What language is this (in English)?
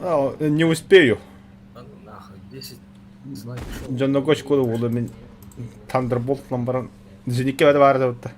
Yakut